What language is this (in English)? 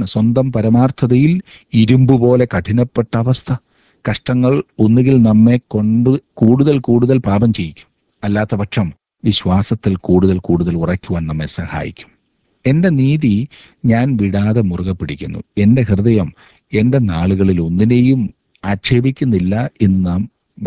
Malayalam